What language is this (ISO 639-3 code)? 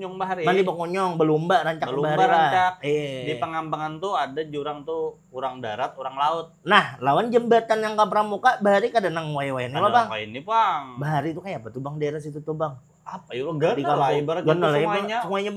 bjn